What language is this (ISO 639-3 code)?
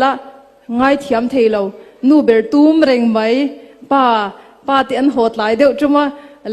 cnh